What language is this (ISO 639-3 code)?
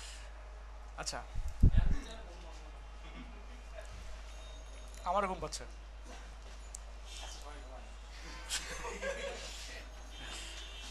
ben